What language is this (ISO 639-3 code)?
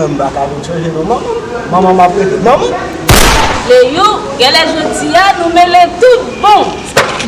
hat